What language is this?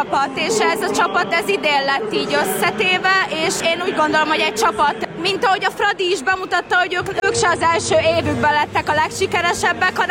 Hungarian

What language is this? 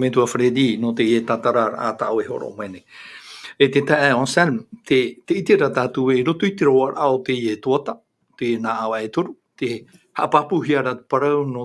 Tahitian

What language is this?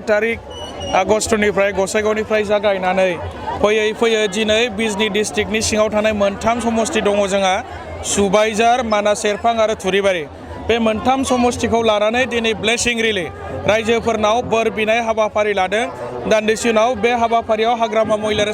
Bodo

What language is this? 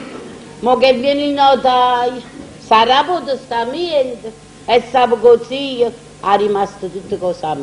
Neapolitan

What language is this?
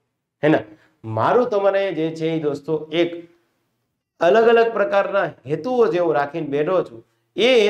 Gujarati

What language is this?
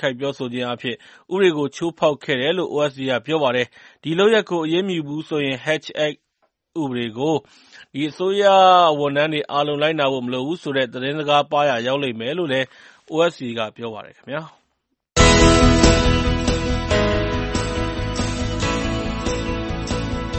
Burmese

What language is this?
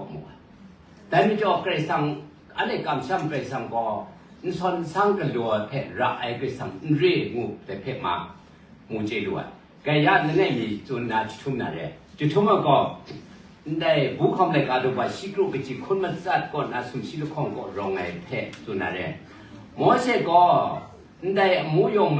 Kachin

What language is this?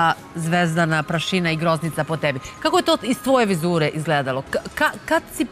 Serbian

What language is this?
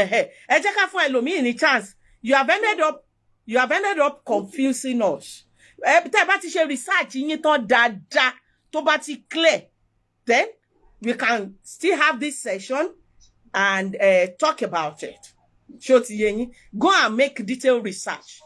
Yoruba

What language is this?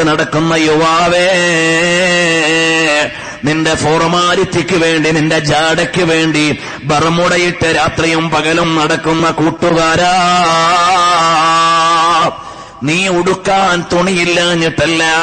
Malayalam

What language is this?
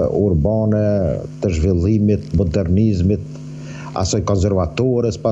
Albanian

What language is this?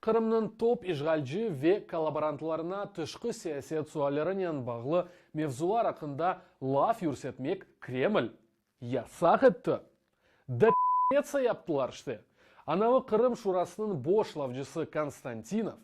Crimean Tatar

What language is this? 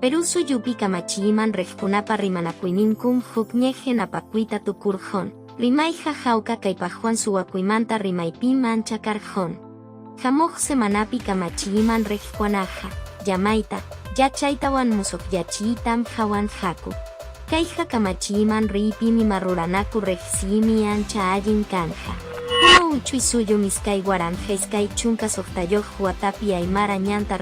Quechua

